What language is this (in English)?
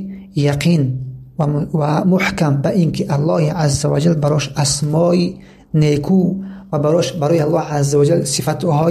Tajik